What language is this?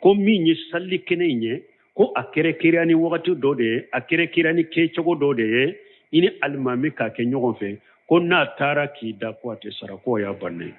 Bambara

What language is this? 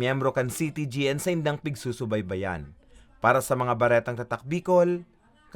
Bikol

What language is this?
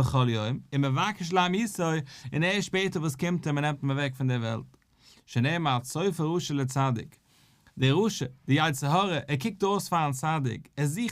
Yiddish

